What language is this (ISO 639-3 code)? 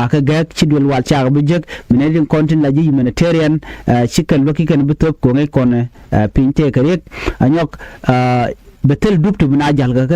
nus